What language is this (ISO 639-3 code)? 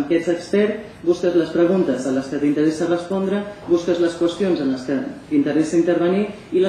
cat